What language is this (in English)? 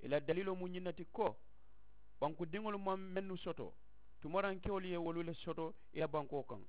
Mandingo